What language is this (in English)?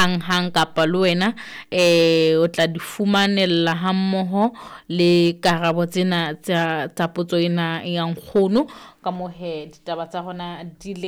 Southern Sotho